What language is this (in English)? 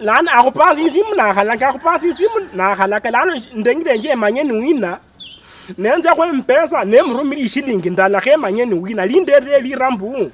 Luyia